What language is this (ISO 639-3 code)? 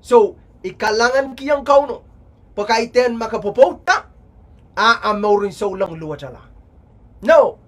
pon